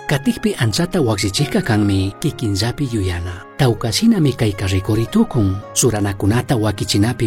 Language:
Chimborazo Highland Quichua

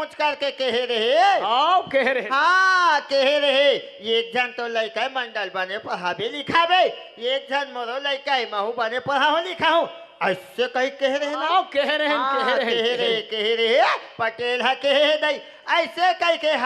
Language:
Chhattisgarhi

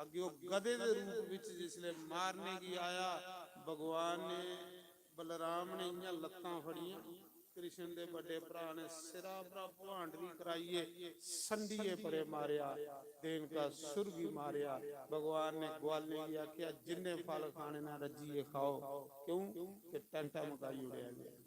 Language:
Dogri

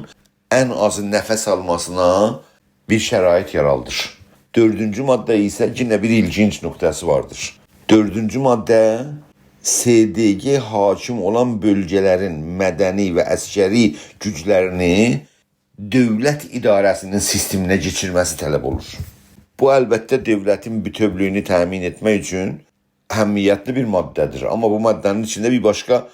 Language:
South Azerbaijani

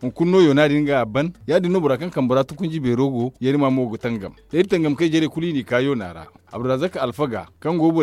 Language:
Zarma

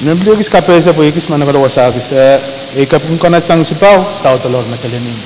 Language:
Pohnpeian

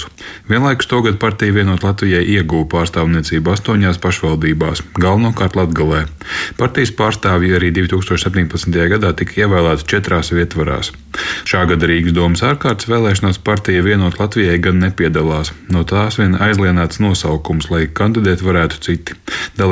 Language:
Latvian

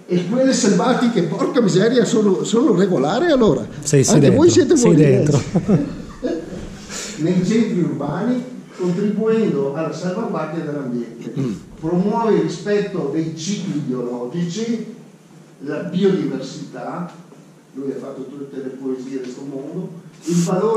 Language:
Italian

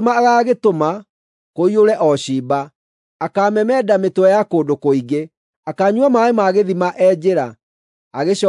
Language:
Kikuyu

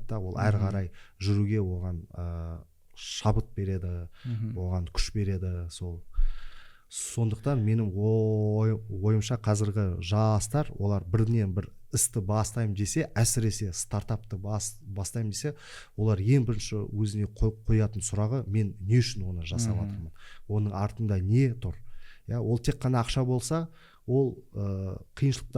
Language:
Kazakh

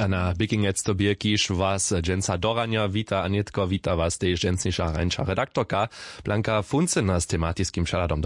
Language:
Upper Sorbian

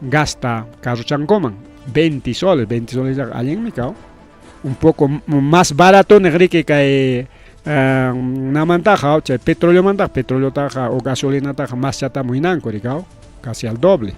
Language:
Ayacucho Quechua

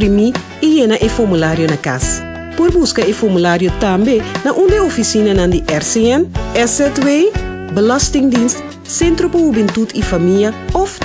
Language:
Papiamento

